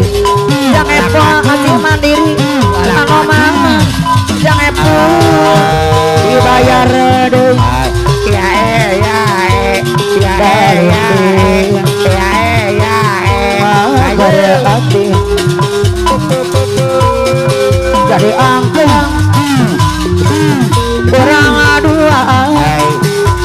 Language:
Sundanese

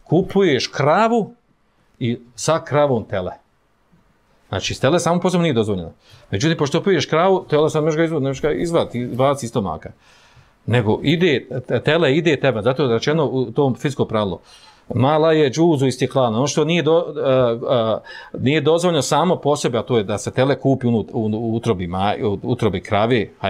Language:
Bosnian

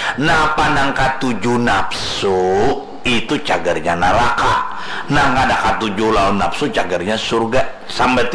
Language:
Banjar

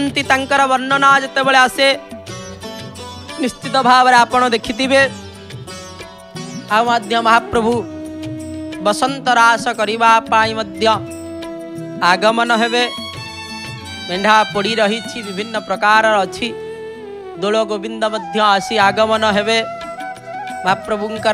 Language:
Odia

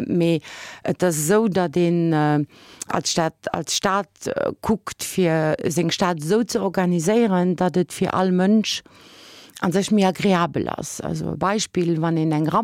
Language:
Luxembourgish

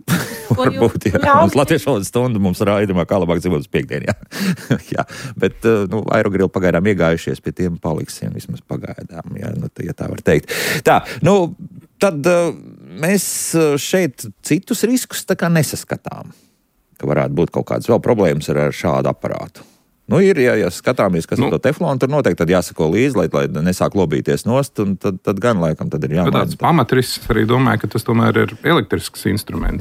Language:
Latvian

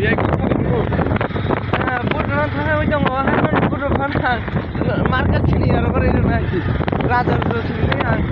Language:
Kok Borok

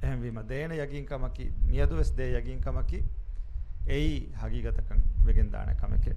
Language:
Divehi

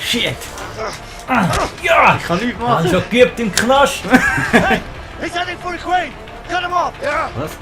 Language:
Swiss German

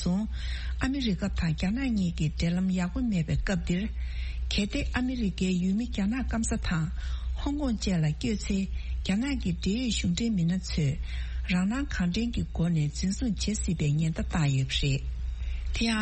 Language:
Tibetan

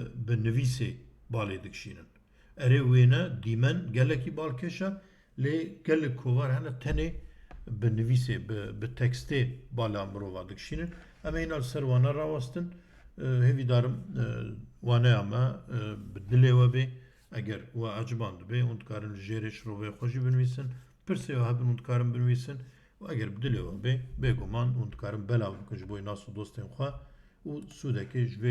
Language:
Kurdish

